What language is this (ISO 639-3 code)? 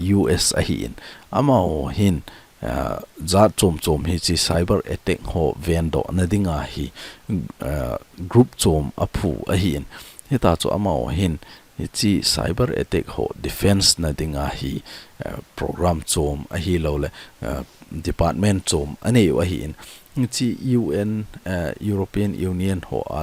tcz